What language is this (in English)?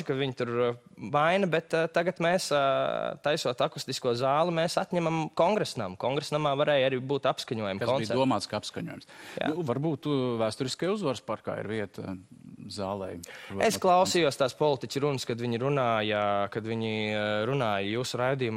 Latvian